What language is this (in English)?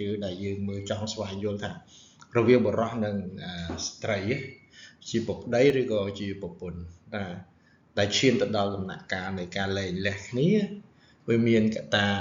Khmer